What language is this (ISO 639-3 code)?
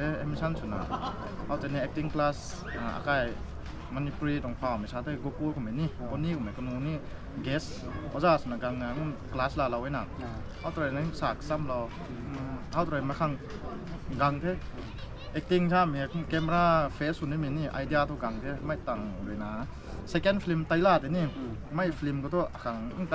nbu